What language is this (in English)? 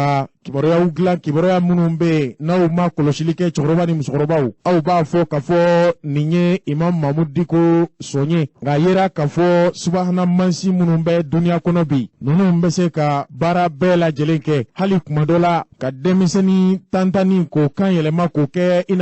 Bambara